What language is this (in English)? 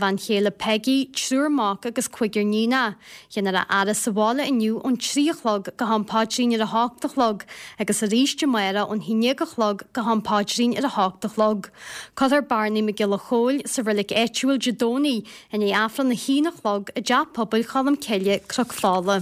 Irish